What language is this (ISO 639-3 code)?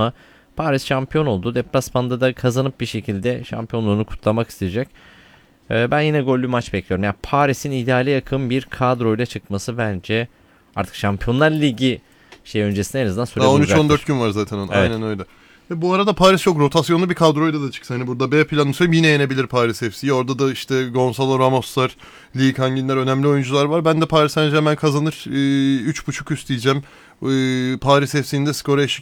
tur